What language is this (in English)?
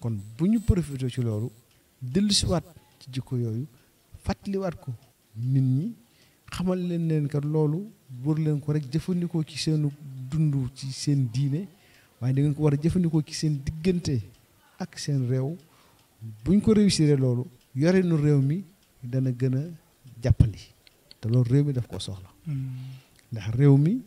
Wolof